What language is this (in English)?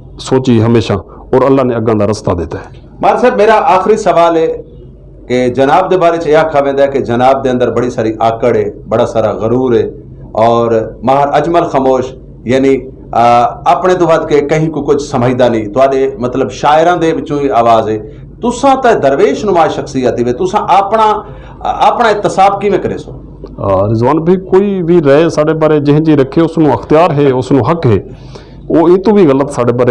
Saraiki